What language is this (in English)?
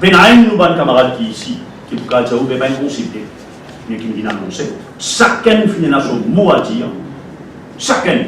Morisyen